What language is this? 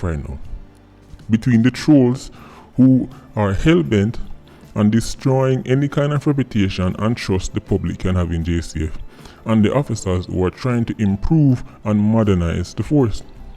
Jamaican Creole English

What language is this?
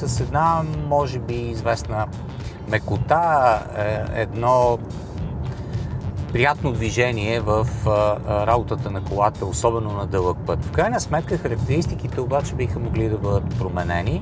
Bulgarian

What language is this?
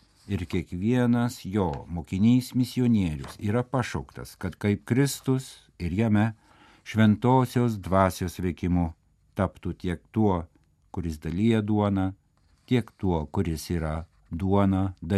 Lithuanian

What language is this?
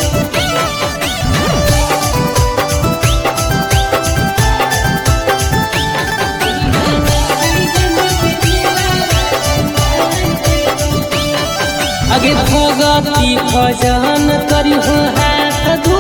Bhojpuri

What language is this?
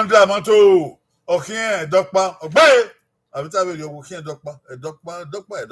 Bini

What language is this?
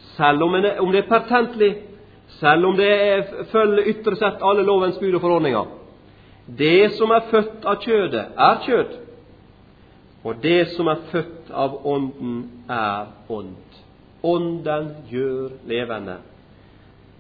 Norwegian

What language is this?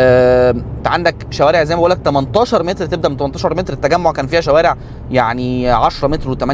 Egyptian Arabic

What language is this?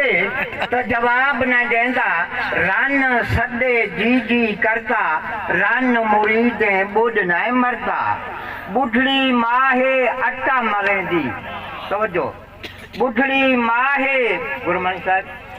Saraiki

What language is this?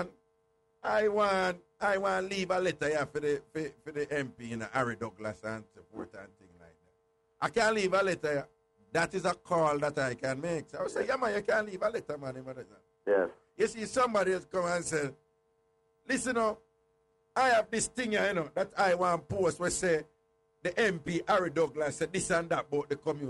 Jamaican Creole English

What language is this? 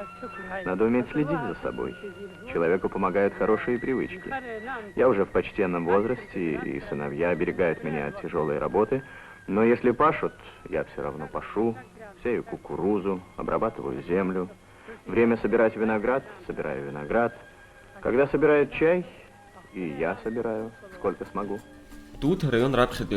Abkhazian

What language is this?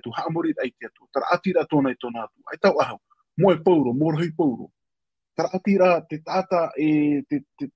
Tahitian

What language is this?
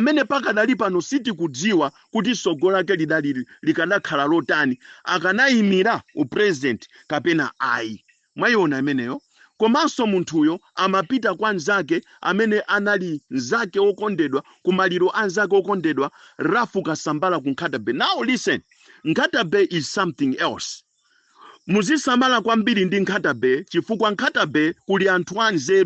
Nyanja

